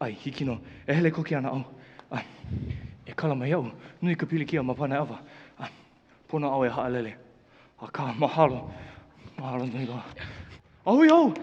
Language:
Hawaiian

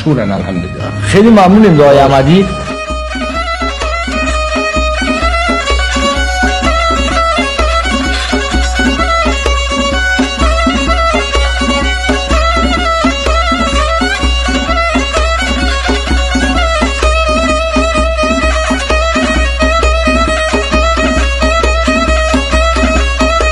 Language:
Persian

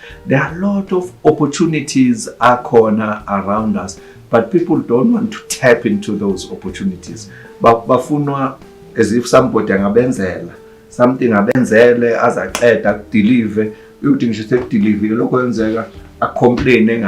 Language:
Zulu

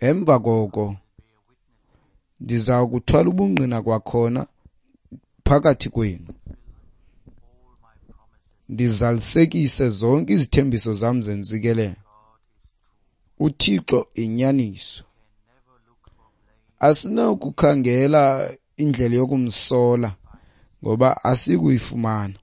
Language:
Xhosa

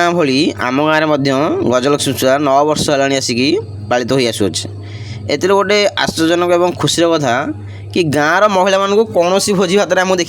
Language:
Odia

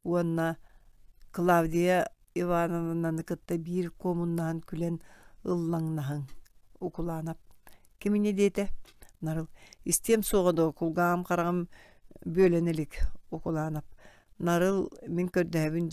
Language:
Yakut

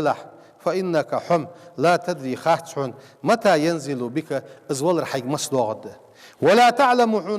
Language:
Ingush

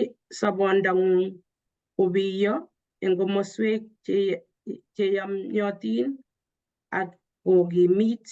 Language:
Kalenjin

